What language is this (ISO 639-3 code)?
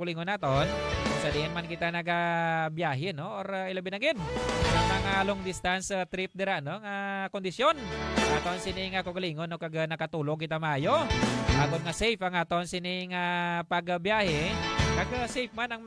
hil